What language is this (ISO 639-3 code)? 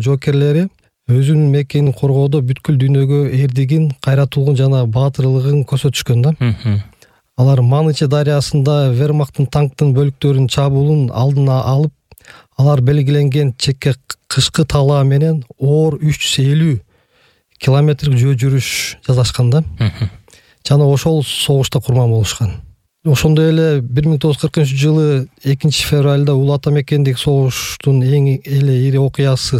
kir